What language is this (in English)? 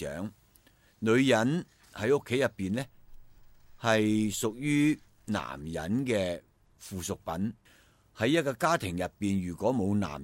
Cantonese